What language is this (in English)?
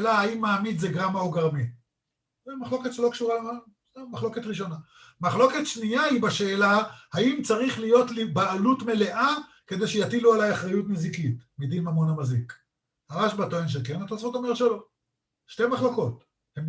Hebrew